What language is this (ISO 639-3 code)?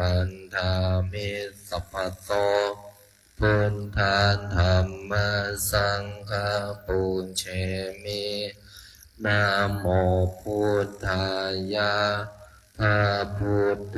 pli